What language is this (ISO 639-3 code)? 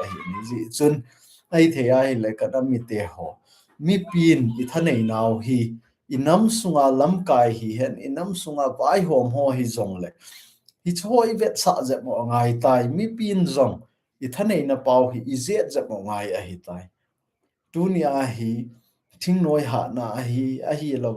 tcz